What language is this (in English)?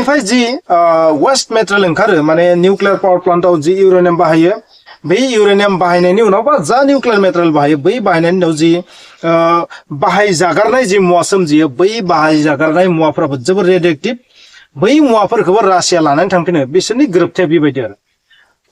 Bodo